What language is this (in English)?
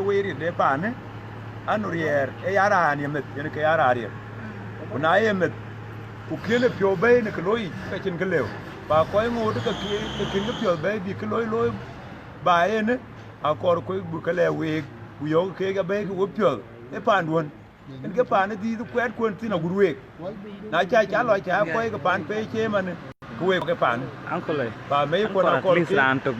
Dinka